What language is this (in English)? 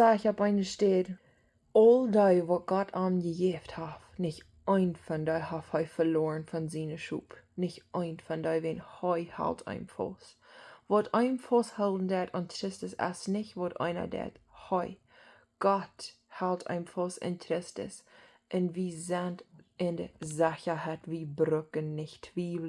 Plautdietsch